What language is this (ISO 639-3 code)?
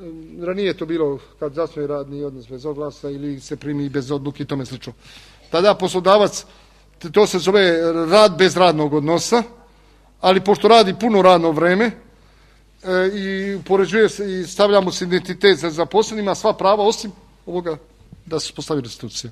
srp